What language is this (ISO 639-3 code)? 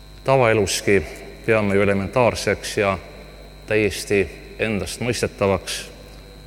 est